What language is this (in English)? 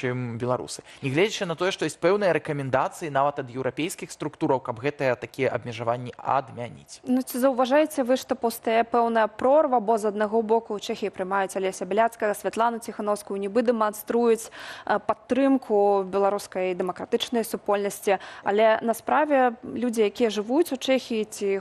Belarusian